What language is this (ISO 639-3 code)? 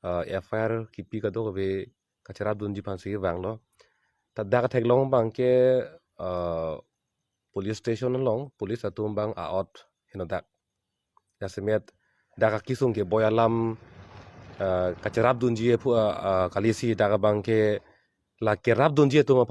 mjw